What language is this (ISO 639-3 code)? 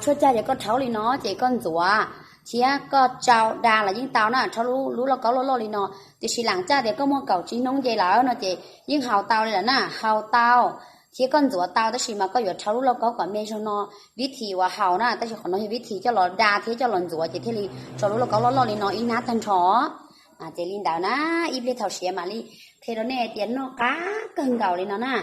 hmn